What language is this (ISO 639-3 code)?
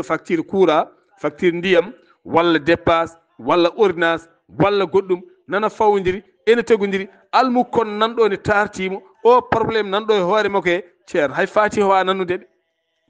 ful